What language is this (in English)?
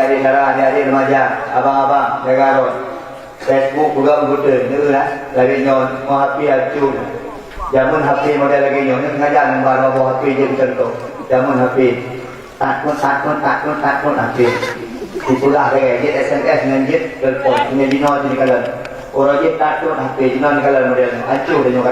Achinese